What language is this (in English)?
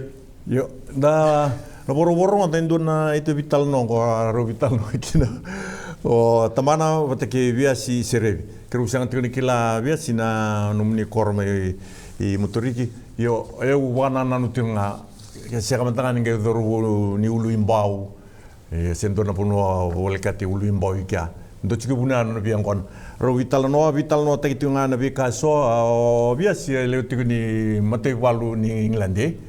Fijian